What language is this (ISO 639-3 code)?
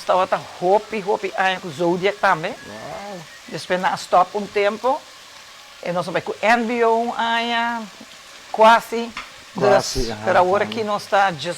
pap